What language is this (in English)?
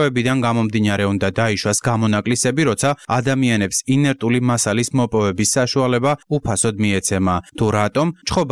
Georgian